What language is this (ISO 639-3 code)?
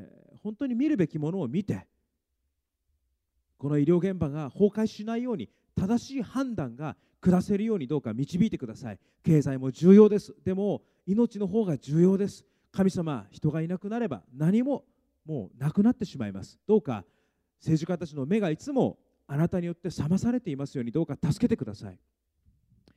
jpn